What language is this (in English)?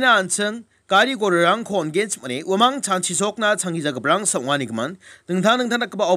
Garo